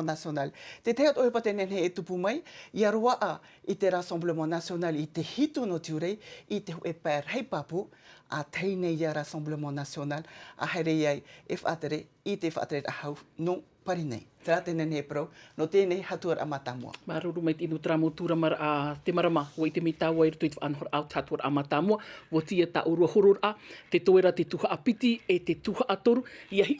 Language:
Tahitian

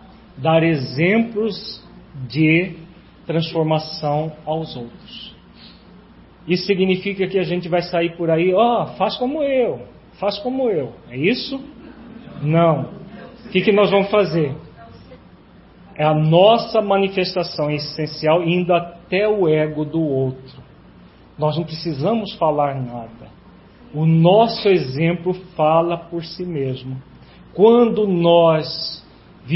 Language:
Portuguese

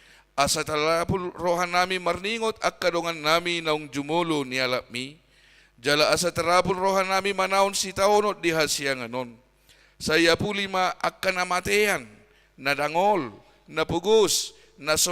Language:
Batak Toba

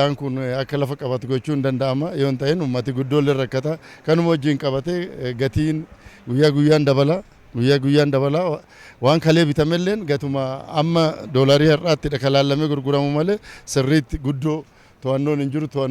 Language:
Oromo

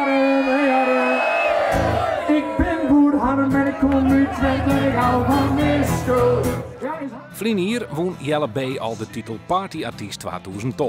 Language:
Western Frisian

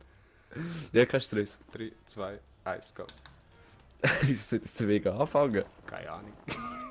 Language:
Swiss German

